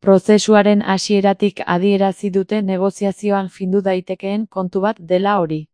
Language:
Basque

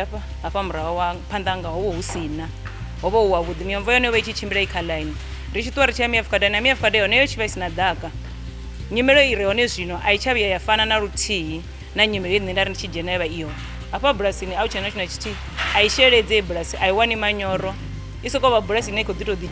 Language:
Venda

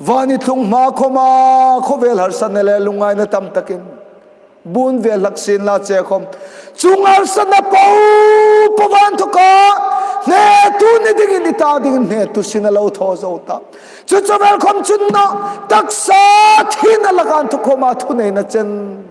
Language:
Hmar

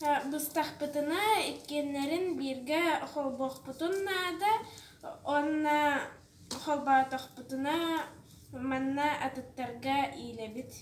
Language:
Yakut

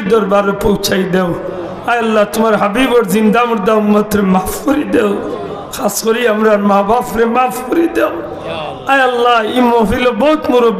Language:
Sylheti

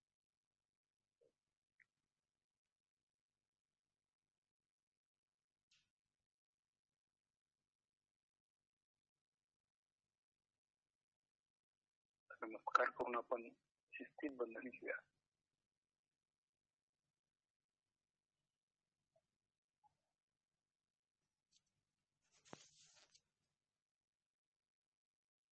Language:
Marathi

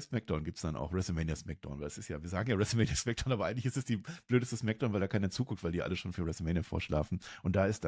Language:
Swiss German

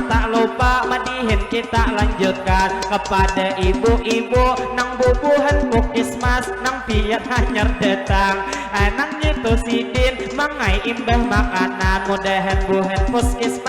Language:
Banjar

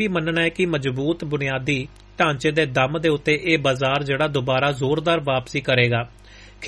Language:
Punjabi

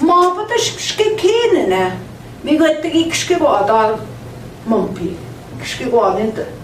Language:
Central Ojibwa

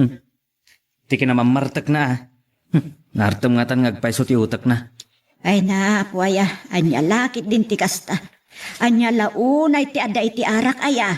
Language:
Iloko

